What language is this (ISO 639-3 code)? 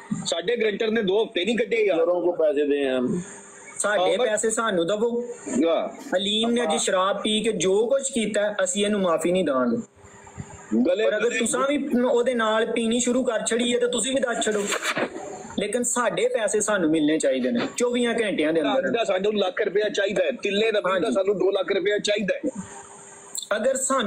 pan